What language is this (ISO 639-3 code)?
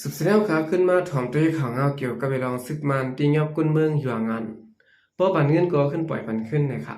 shn